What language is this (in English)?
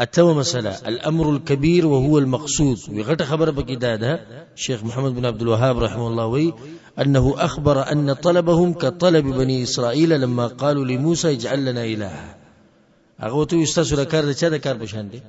Pashto